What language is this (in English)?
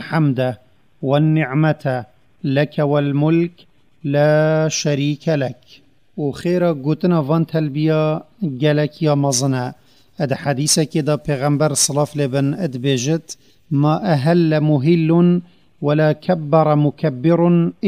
Kurdish